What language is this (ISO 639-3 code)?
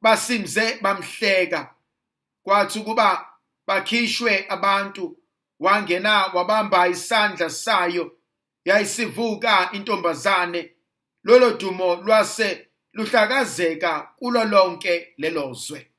zul